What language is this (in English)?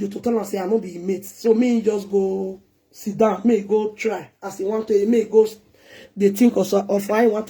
Nigerian Pidgin